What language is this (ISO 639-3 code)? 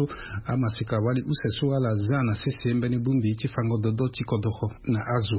sag